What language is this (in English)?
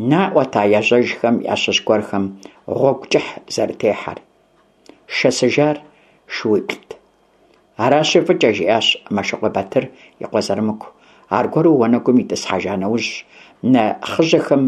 Kabardian